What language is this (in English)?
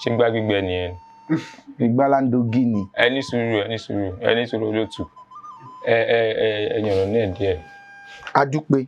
Yoruba